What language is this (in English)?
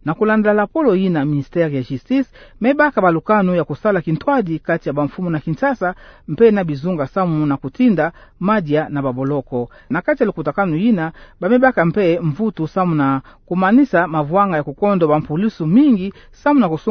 Kituba (Democratic Republic of Congo)